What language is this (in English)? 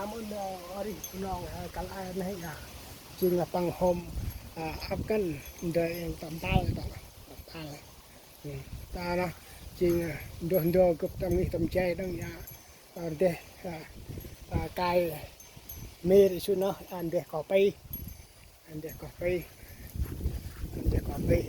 Central Mnong